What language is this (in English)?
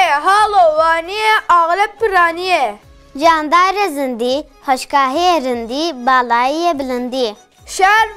Kurdish